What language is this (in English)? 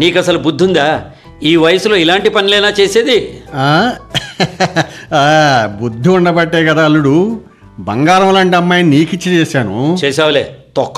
Telugu